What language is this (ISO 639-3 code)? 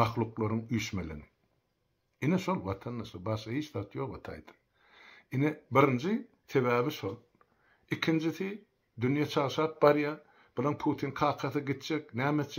tuk